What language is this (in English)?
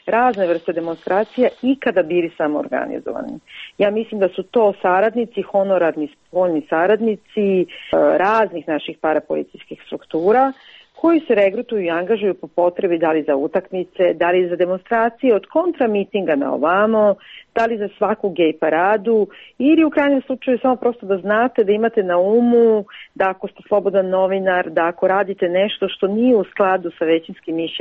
Serbian